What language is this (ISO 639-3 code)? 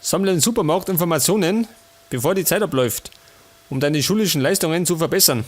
bar